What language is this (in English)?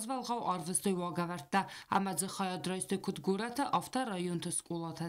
Ossetic